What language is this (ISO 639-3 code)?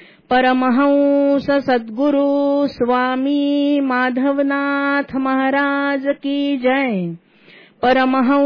mar